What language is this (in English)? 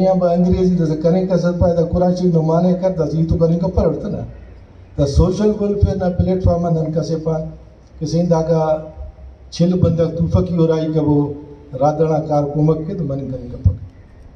Brahui